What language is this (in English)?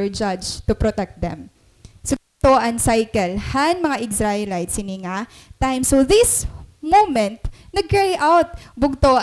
Waray